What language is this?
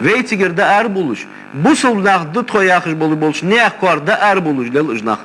Ingush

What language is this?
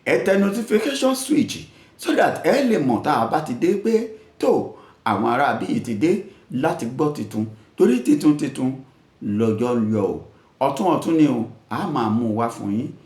Yoruba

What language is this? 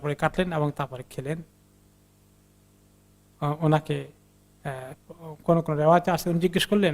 Bangla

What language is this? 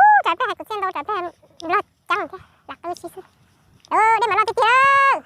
Hmong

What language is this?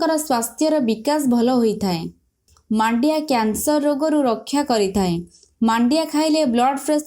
Odia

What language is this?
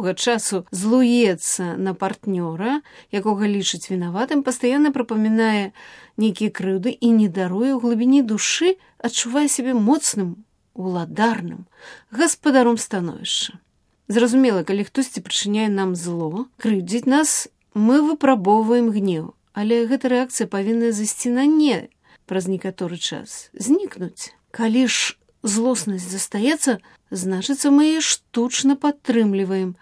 Belarusian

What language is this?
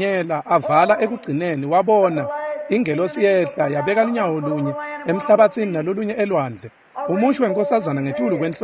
Swati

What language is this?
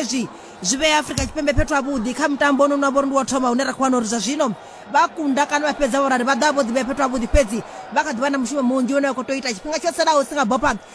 Venda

